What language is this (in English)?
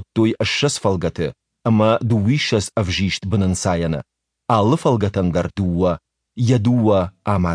Ossetic